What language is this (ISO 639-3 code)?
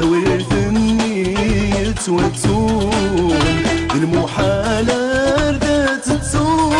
kab